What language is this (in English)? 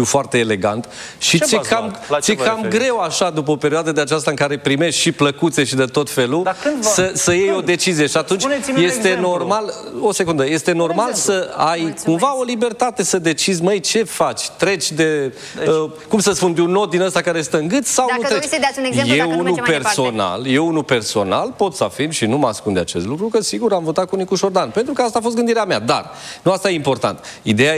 Romanian